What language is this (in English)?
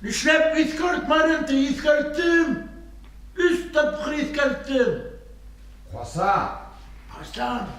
Bashkir